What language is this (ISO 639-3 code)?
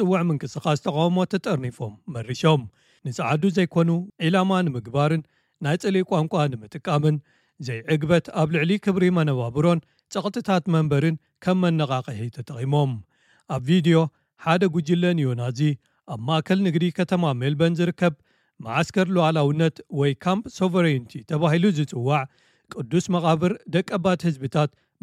tir